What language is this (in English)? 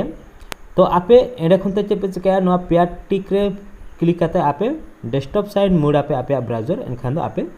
Santali